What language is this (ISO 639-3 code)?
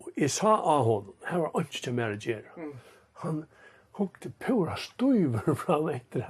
fao